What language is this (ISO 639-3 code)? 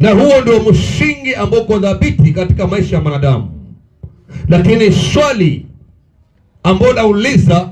swa